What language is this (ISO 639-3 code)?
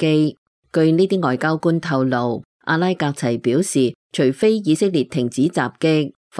yue